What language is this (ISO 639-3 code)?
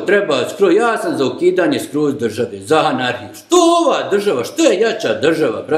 bos